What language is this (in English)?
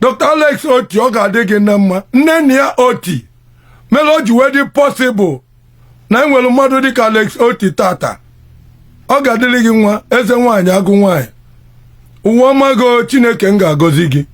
Igbo